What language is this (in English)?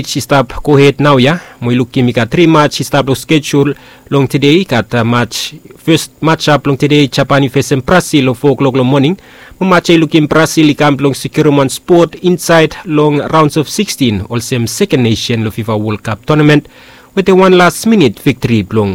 Bislama